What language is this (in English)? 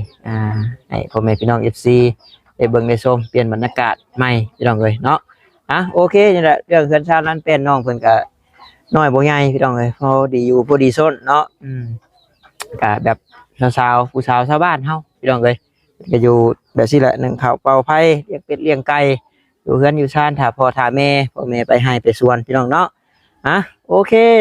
Northeastern Thai